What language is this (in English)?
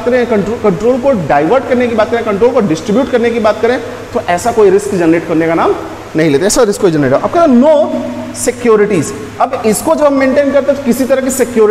Hindi